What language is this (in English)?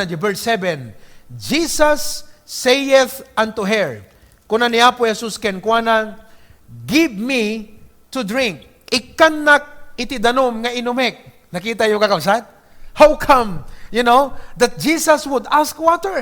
Iloko